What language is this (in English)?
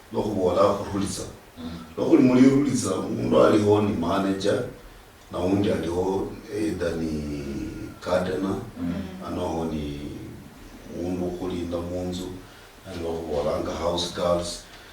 Luyia